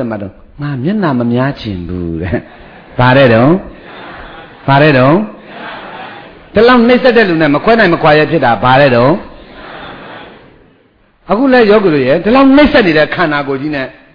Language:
Burmese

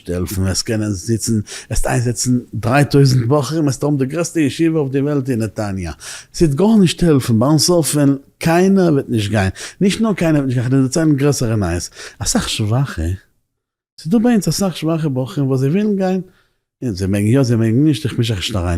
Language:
Yiddish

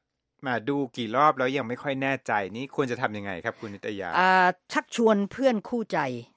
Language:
Thai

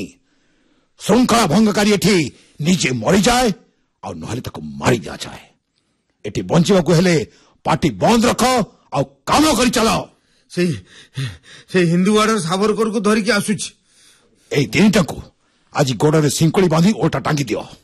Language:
Odia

